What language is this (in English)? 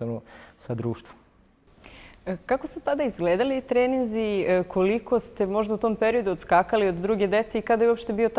Serbian